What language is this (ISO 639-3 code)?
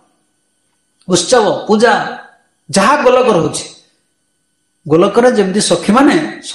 ori